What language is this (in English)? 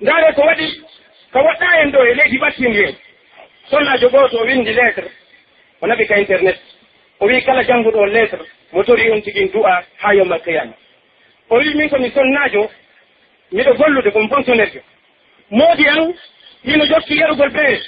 Pular